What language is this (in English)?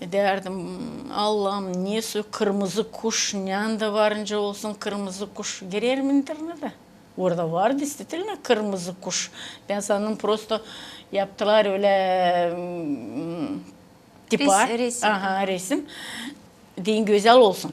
Gagauz